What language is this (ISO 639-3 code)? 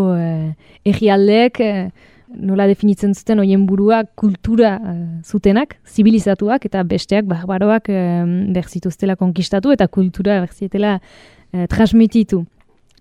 eus